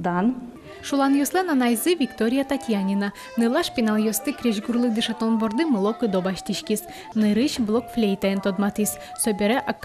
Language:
Udmurt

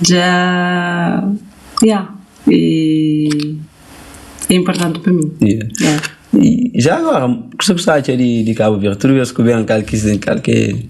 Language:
Kabuverdianu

